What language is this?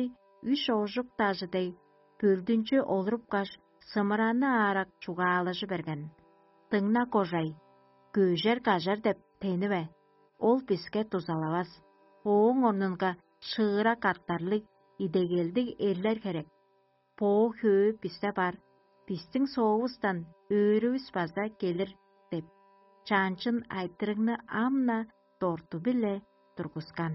Tuvinian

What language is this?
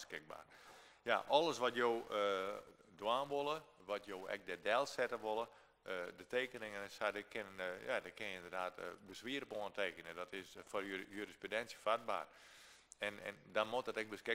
Western Frisian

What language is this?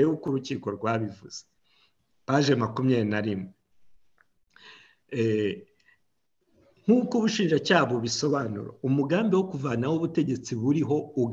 Kinyarwanda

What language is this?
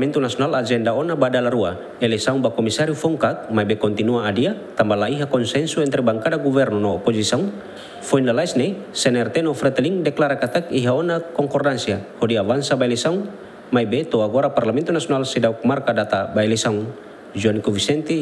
Tetum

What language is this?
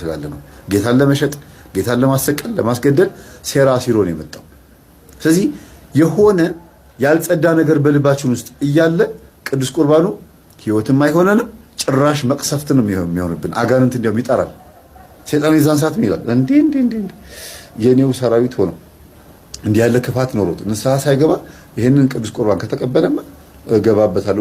Amharic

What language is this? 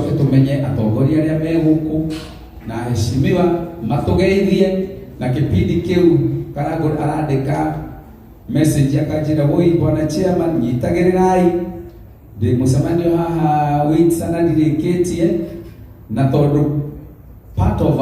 Kikuyu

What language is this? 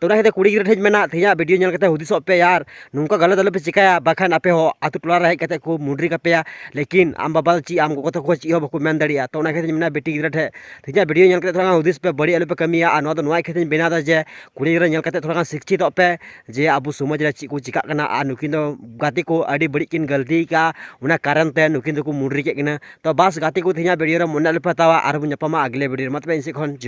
Santali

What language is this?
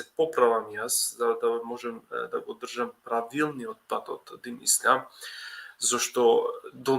Balkan Romani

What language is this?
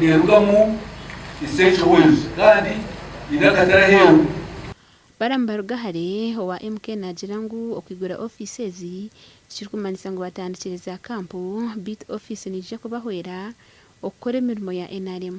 Nyankole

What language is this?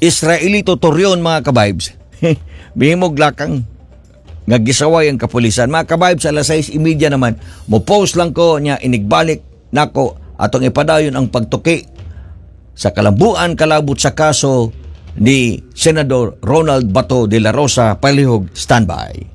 Cebuano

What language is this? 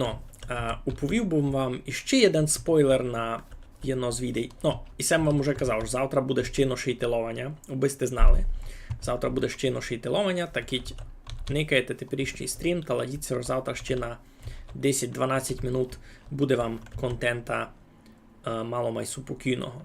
Rusyn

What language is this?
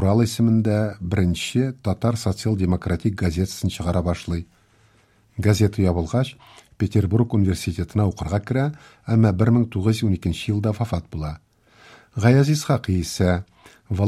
Tatar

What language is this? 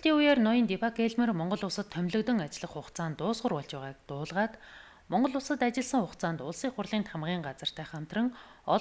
Mongolian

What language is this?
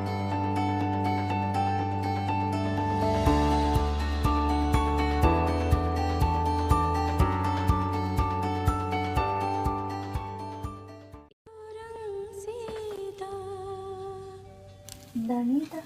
Divehi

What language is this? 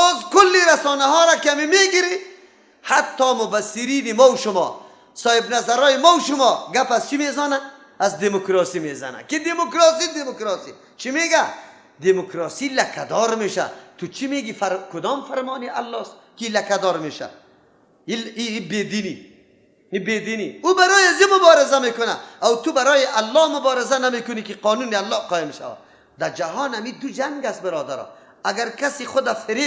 Persian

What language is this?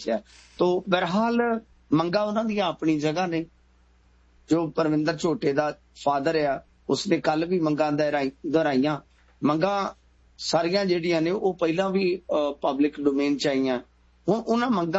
Punjabi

